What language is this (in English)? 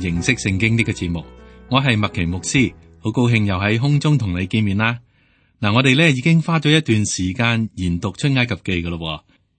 Cantonese